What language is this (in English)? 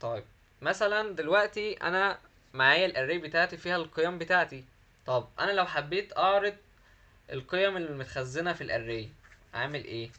Egyptian Arabic